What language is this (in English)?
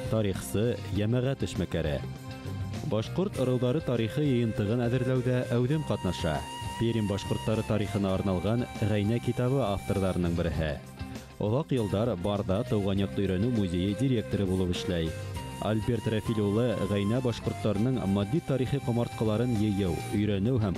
Bashkir